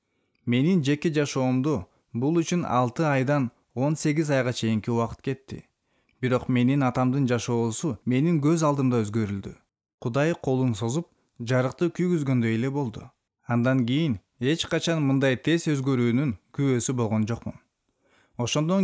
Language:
Kyrgyz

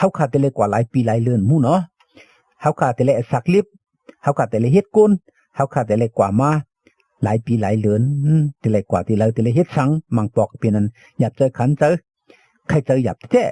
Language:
Shan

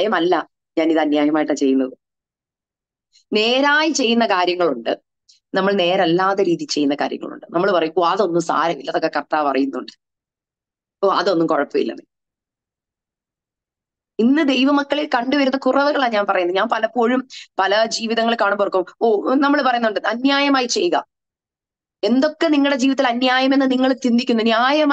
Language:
Malayalam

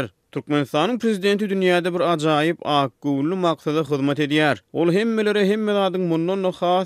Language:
Turkmen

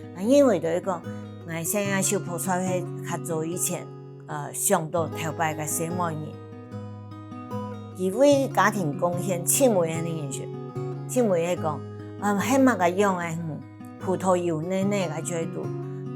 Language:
Hakka Chinese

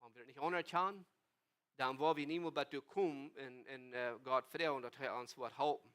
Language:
Plautdietsch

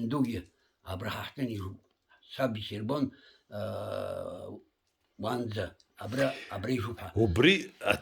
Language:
Abkhazian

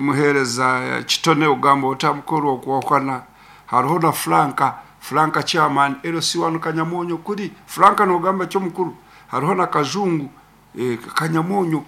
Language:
Nyankole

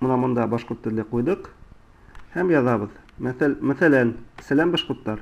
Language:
Bashkir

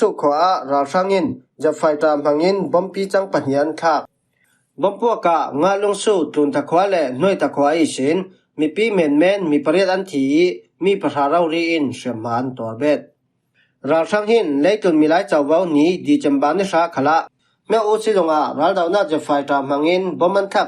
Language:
Falam Chin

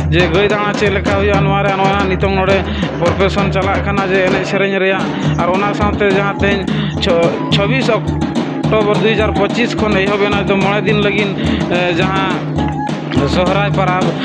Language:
Santali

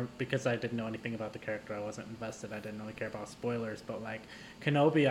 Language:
English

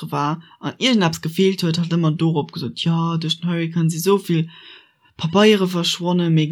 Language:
Luxembourgish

